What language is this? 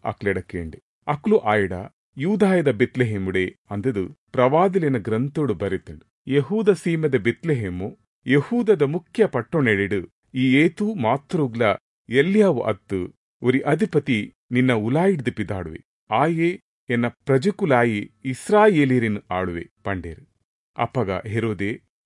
Tulu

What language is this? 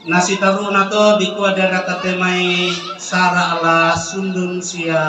Toraja-Sa'dan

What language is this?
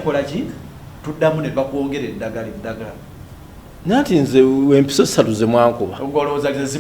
Ganda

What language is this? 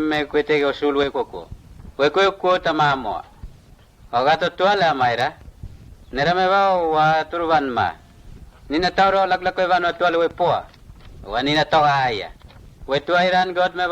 Mota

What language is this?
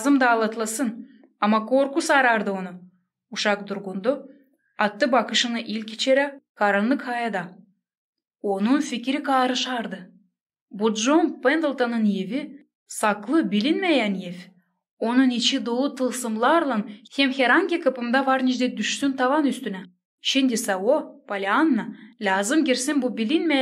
Gagauz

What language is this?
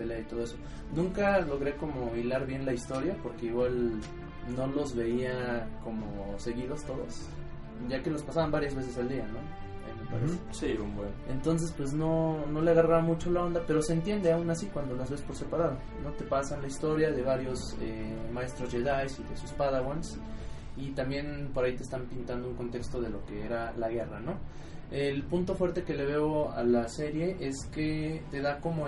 Spanish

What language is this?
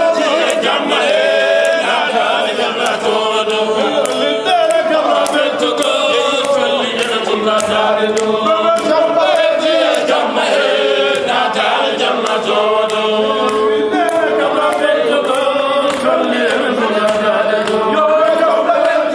Fula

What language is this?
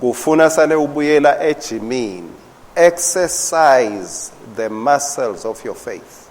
Swati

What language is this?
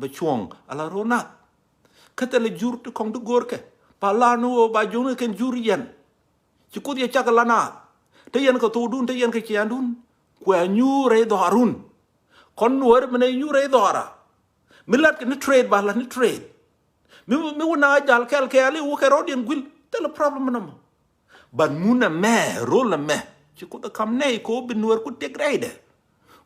Nuer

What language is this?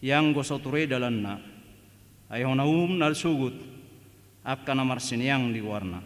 Batak Toba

